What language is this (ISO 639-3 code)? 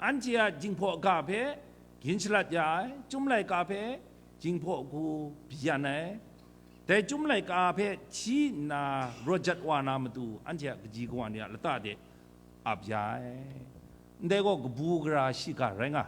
kac